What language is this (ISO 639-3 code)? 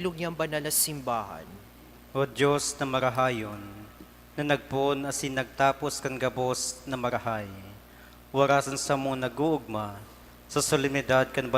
bik